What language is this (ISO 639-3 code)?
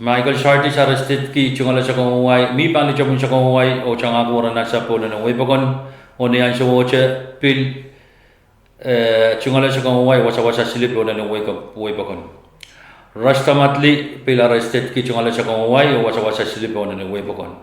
pon